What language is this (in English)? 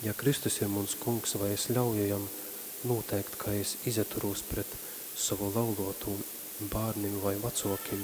Latgalian